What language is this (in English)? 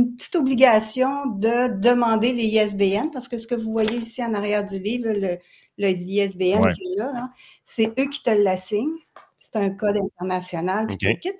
French